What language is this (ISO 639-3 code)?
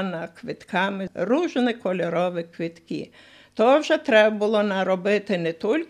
ukr